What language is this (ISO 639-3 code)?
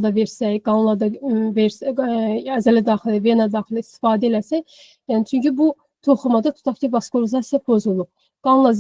aze